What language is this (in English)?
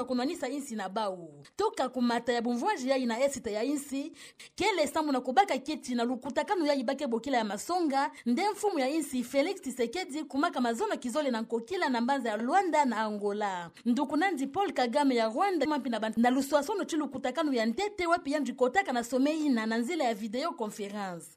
Kituba (Democratic Republic of Congo)